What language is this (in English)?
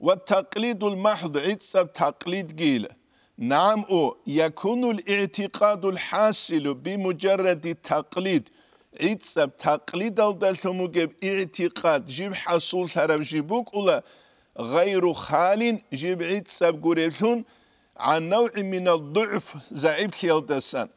Avaric